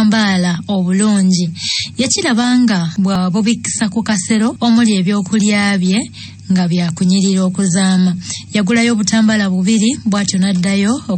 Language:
Ganda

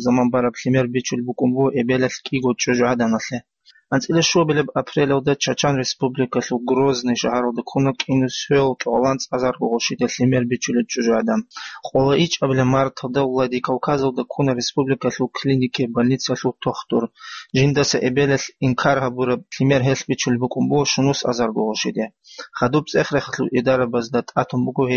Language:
Avaric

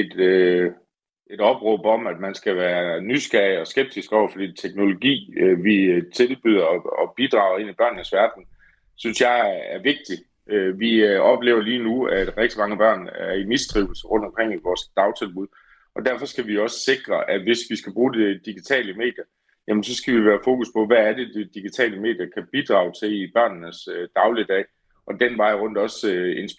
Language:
Danish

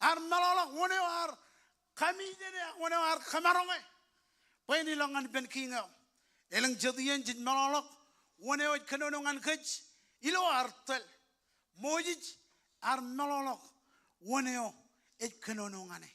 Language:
Marshallese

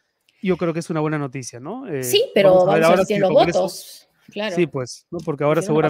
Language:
Spanish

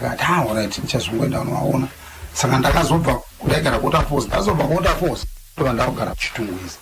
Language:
Shona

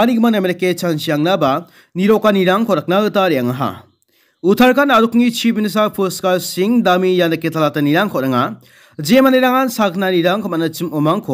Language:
Garo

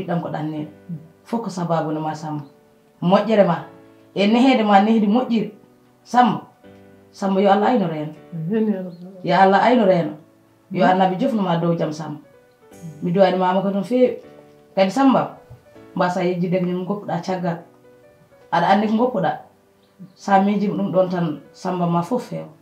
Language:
Fula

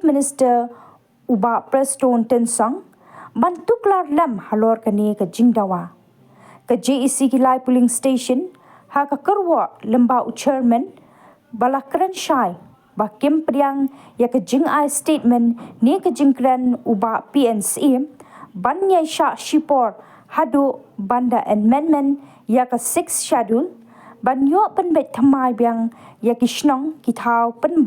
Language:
Khasi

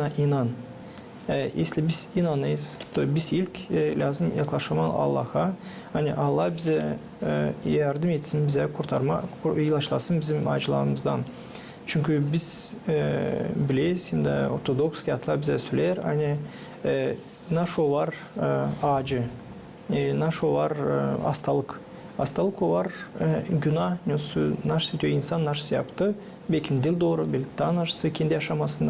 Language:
Gagauz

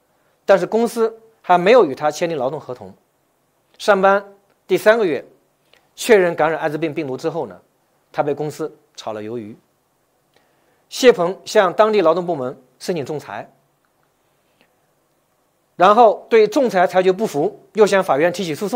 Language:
Chinese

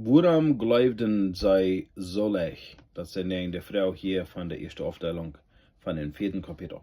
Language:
Plautdietsch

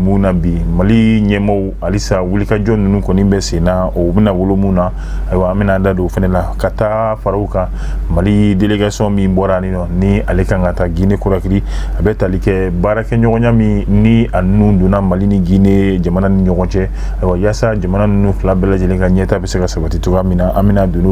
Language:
Bambara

